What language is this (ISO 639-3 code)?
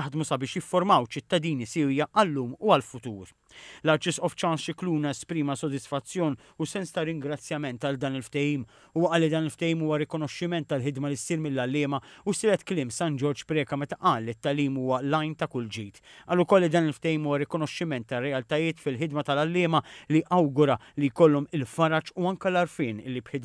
mlt